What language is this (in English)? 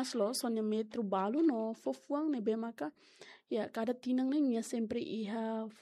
Tetum